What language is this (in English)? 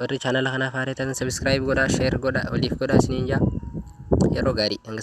Oromo